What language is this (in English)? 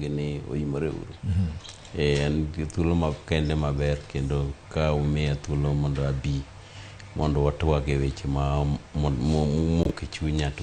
Luo (Kenya and Tanzania)